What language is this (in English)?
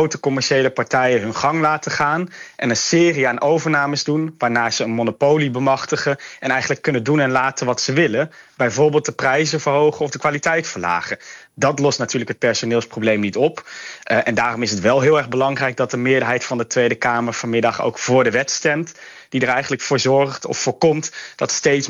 Dutch